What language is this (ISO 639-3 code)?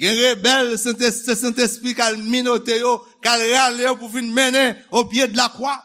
hat